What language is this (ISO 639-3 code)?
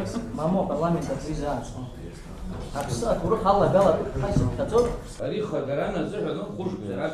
abk